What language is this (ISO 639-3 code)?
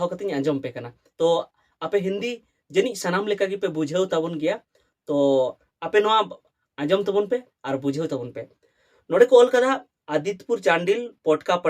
sat